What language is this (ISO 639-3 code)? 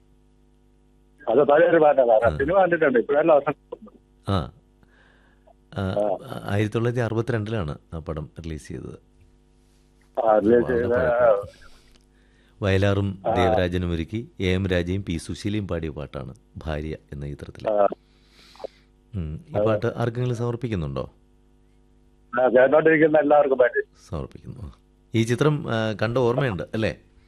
mal